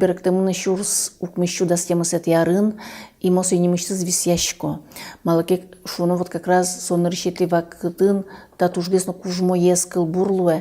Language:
Udmurt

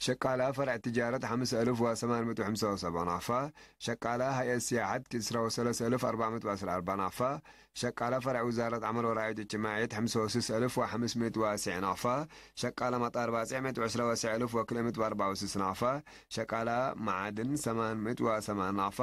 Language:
Tigre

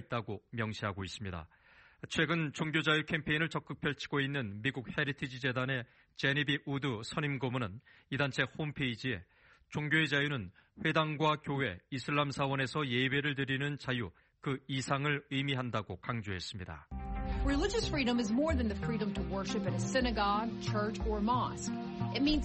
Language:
Korean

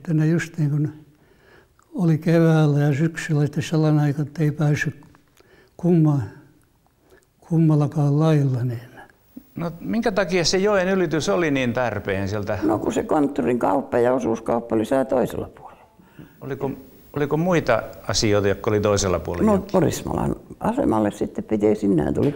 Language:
Finnish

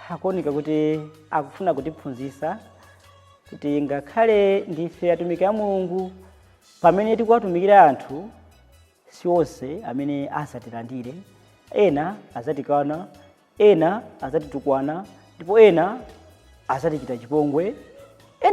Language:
Nyanja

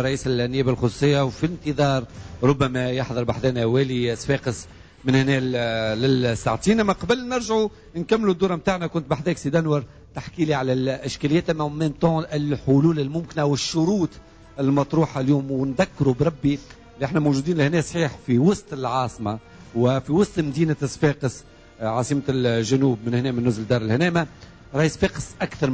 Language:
Tunisian Arabic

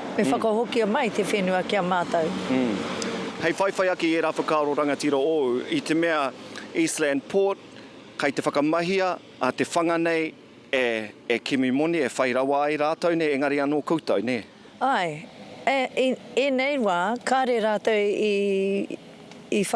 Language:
Māori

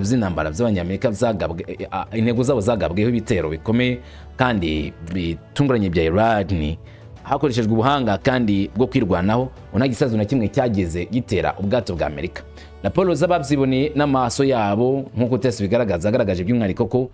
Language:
Kinyarwanda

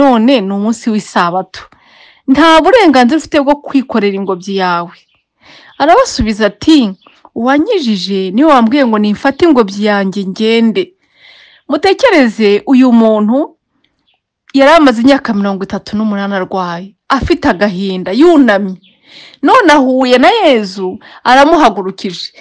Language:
Kinyarwanda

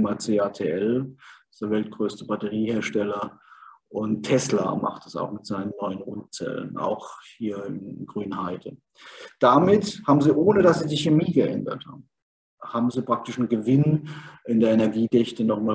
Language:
German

